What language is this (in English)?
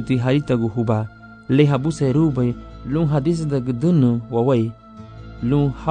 Garifuna